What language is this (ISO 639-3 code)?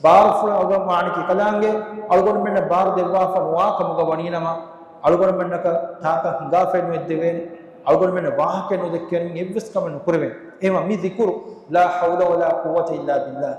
div